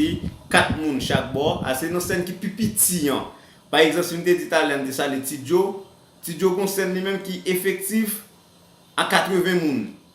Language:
Haitian Creole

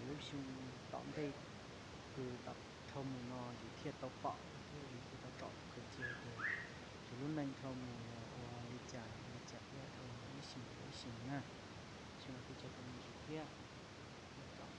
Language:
Hmong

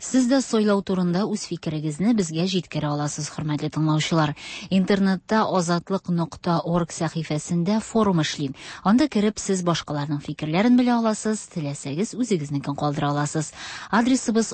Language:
Tatar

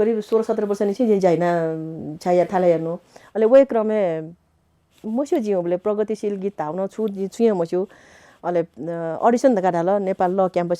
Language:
Newari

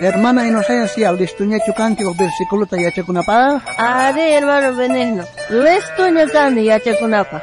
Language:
South Bolivian Quechua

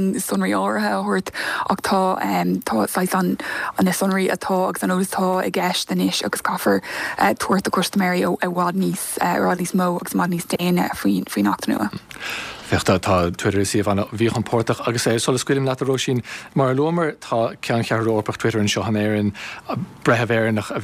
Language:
Irish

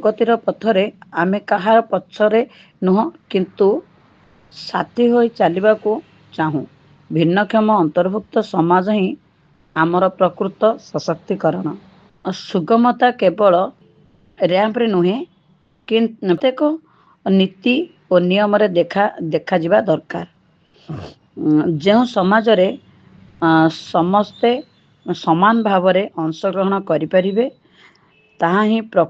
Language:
Odia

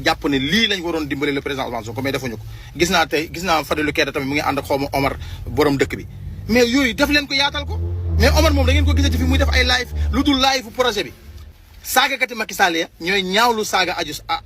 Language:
Wolof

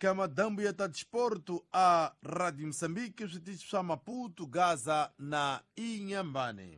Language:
Tsonga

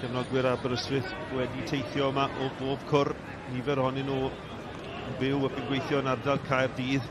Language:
Welsh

